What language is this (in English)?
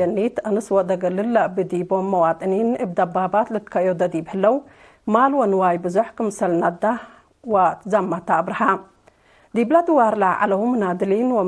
Tigre